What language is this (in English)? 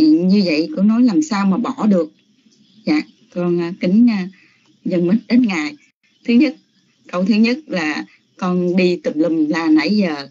Vietnamese